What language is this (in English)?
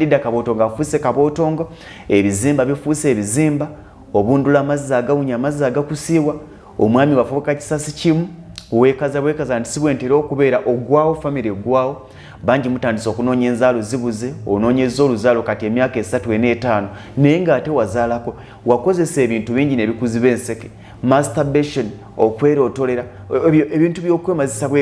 Ganda